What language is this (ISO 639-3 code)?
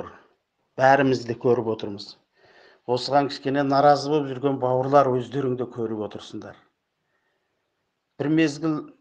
kaz